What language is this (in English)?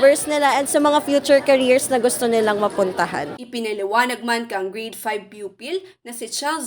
Bikol